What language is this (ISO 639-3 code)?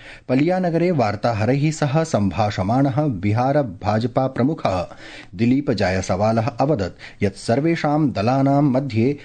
san